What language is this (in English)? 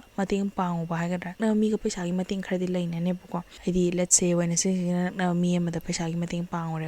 Manipuri